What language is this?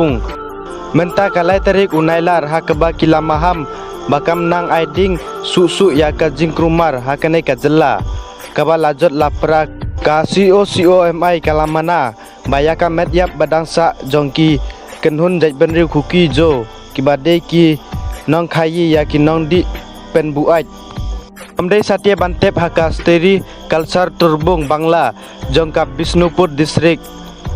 Khasi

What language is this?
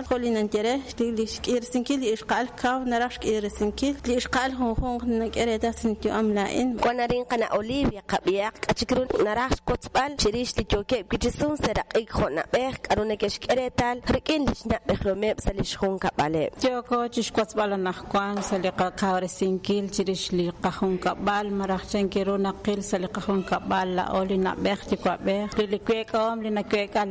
Kekchí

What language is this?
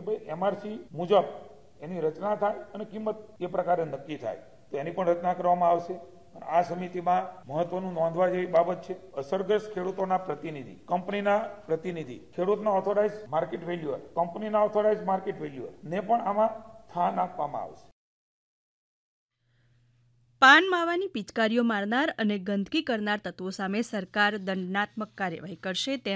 Gujarati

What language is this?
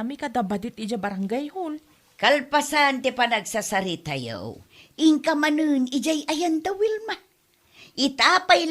Iloko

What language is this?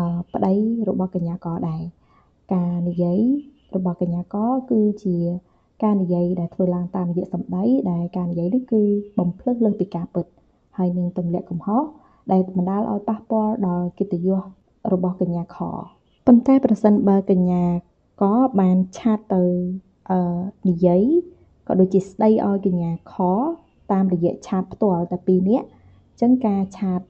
Khmer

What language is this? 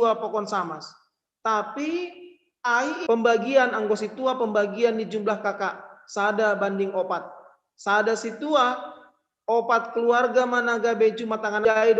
Batak Simalungun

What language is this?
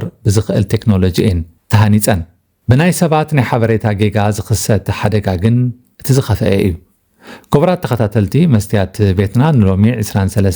Tigrinya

